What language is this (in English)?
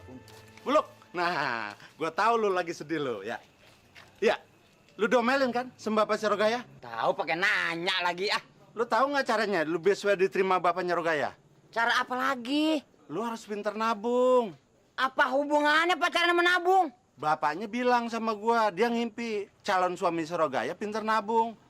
Betawi